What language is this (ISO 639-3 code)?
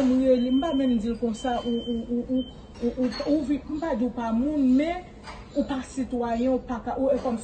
hat